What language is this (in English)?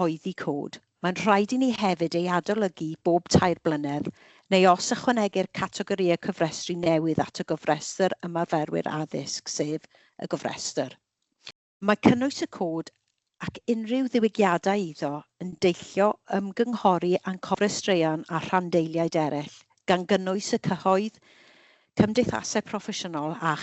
Welsh